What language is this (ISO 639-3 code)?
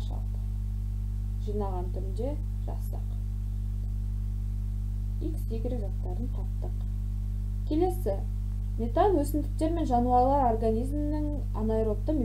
kaz